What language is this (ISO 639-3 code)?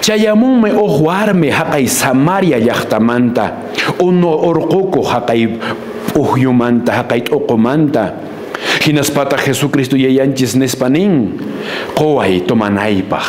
que